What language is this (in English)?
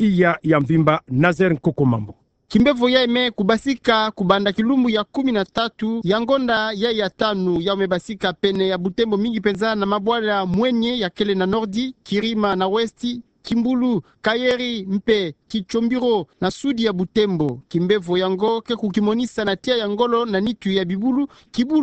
Kituba (Democratic Republic of Congo)